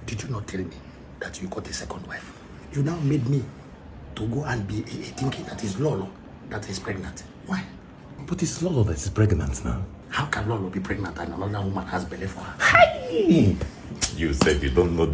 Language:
Nigerian Pidgin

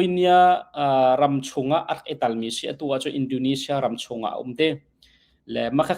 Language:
Hakha Chin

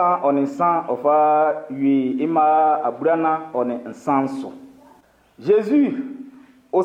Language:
Baoulé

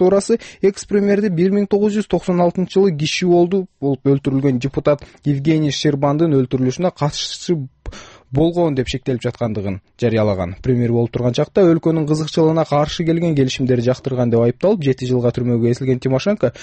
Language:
Kyrgyz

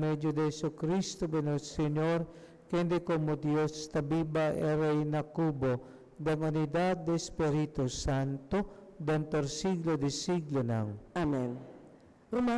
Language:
Papiamento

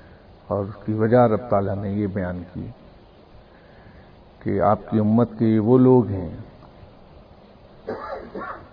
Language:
Urdu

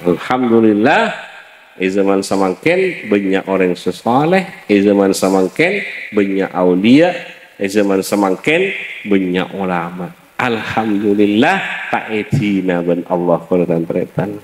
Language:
Madurese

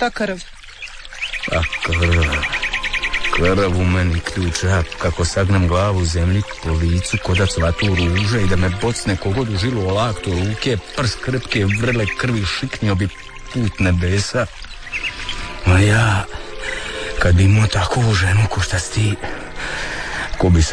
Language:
Croatian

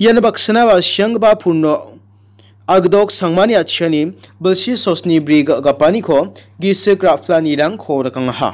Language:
Garo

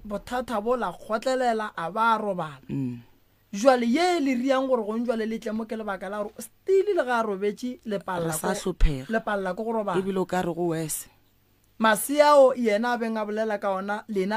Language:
Northern Sotho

